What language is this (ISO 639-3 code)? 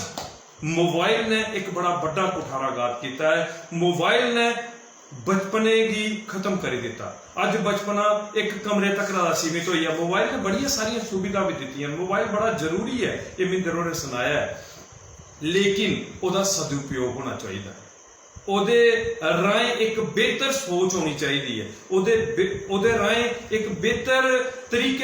doi